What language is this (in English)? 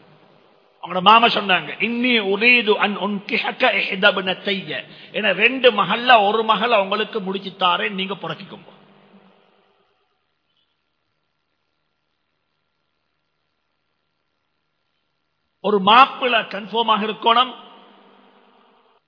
Tamil